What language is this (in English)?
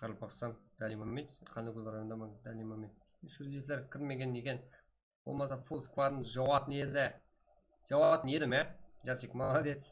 Kara-Kalpak